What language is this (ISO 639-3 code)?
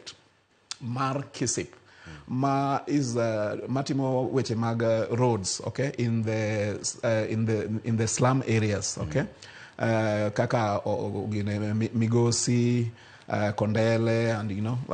luo